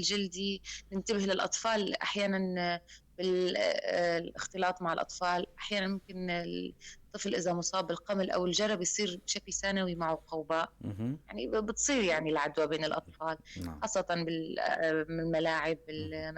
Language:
North Levantine Arabic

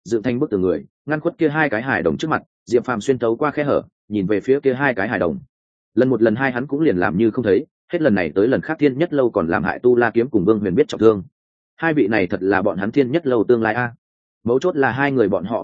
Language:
Vietnamese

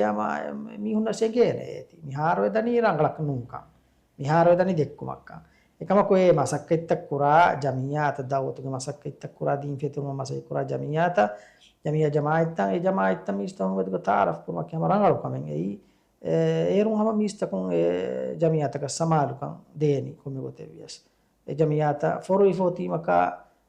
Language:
Divehi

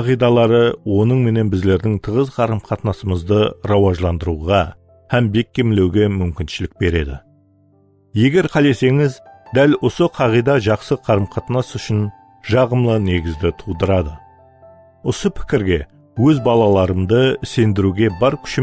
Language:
Kara-Kalpak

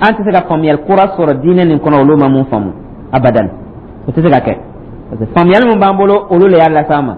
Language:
Dyula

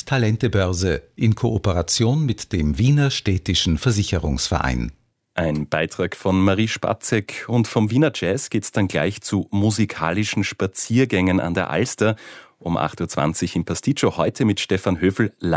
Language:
German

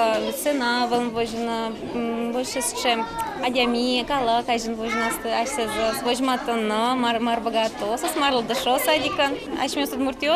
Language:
Udmurt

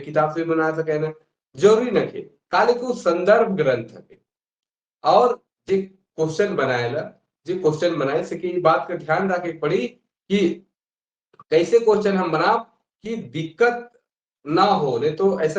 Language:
Sadri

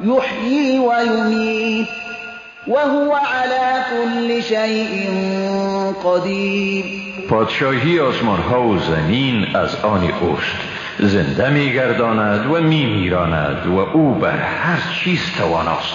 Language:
Persian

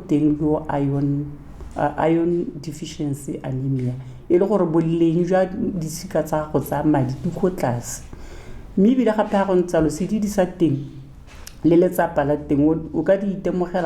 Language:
Tswana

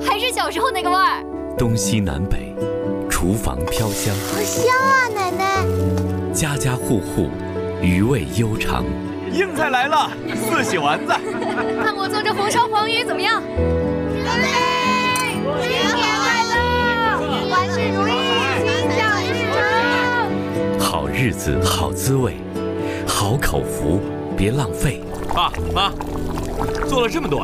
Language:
Chinese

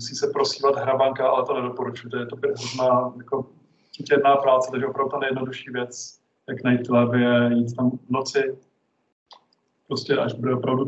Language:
Czech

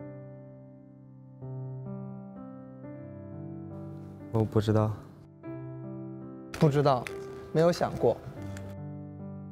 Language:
Chinese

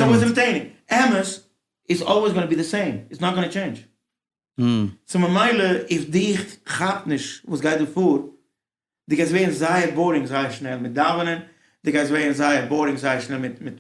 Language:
Yiddish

